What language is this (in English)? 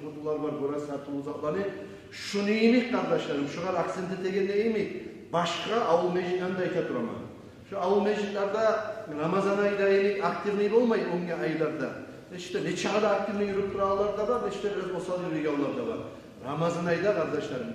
Kumyk